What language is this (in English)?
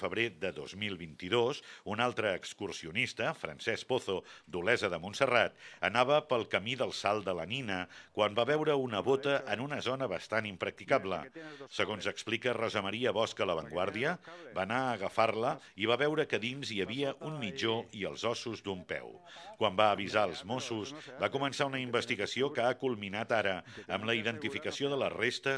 Catalan